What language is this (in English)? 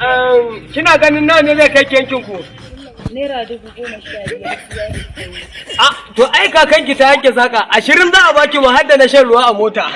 Hausa